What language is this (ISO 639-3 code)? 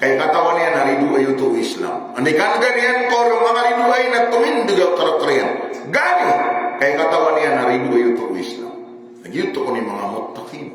mrw